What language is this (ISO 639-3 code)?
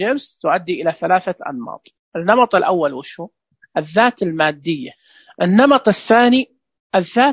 ars